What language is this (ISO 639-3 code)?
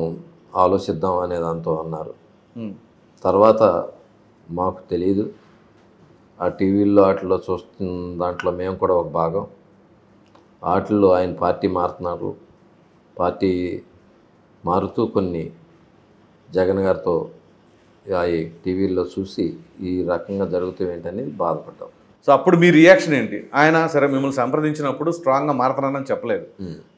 tel